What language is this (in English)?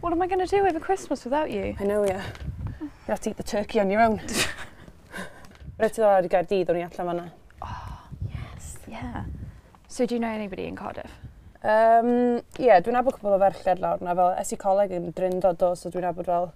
Welsh